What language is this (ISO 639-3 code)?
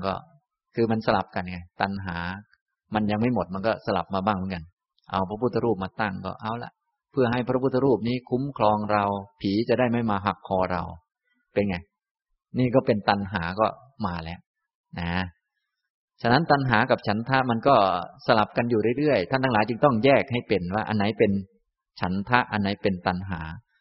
tha